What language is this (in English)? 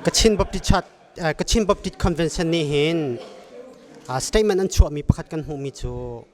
Hakha Chin